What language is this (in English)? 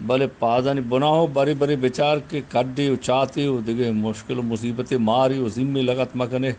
Eastern Balochi